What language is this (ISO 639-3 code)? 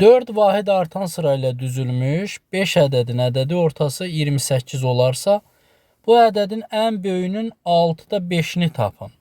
aze